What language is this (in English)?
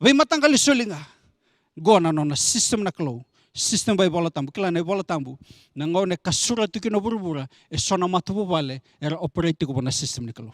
Fijian